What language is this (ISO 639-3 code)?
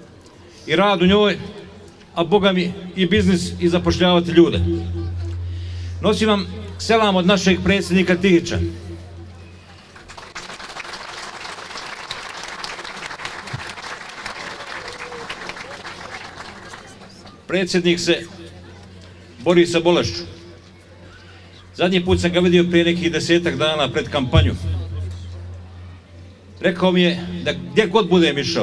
bos